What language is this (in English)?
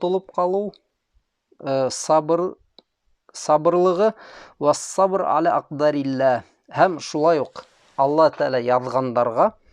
Bashkir